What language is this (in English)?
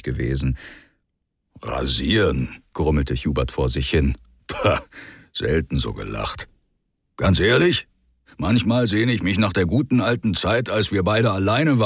German